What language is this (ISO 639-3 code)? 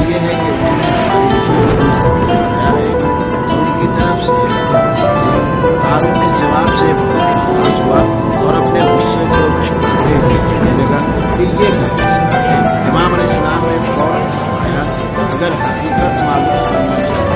ara